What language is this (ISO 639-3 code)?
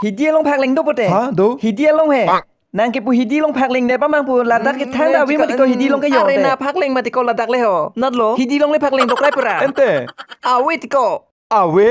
mjw